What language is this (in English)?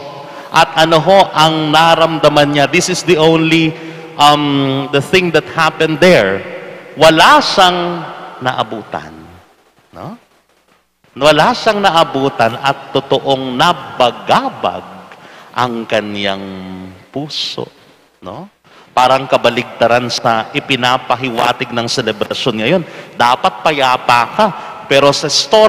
Filipino